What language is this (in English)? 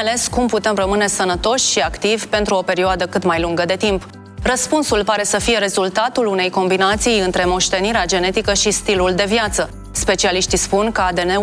Romanian